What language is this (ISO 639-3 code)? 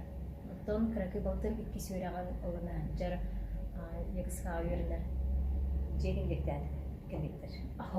sah